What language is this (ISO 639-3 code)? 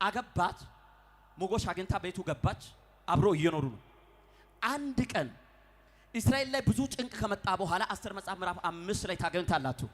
amh